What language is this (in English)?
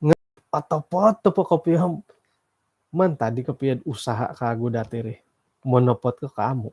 Central Dusun